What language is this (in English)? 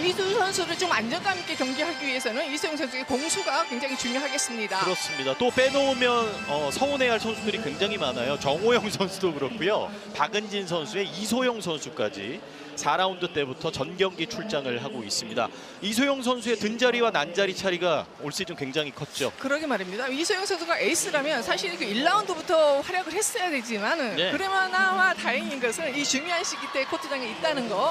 Korean